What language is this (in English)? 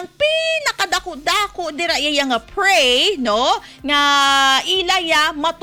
Hiligaynon